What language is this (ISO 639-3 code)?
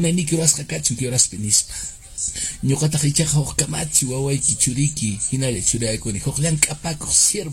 que